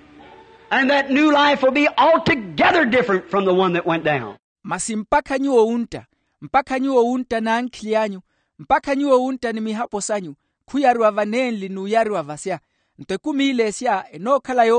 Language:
Makhuwa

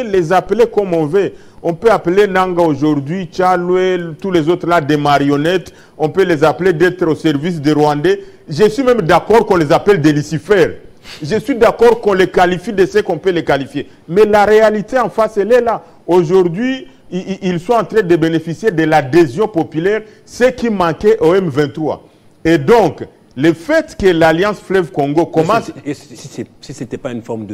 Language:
French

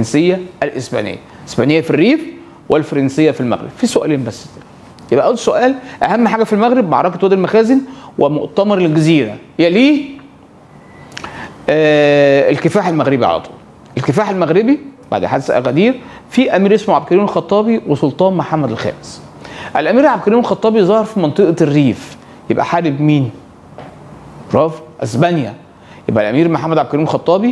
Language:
Egyptian Arabic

